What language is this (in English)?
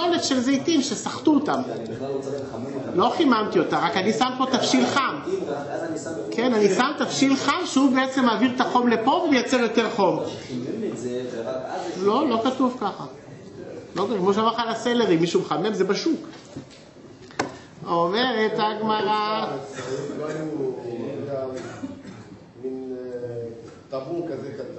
Hebrew